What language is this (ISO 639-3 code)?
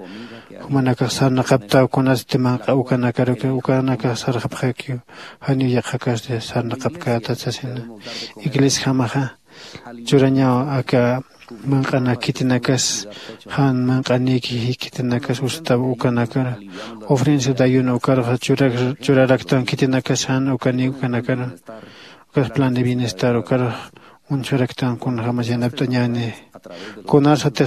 aym